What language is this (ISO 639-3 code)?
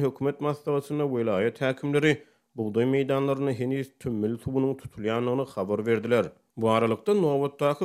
tuk